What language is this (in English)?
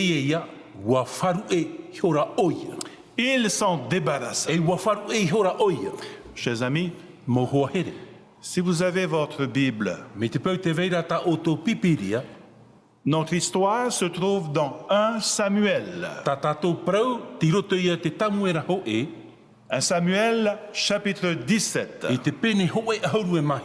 Tahitian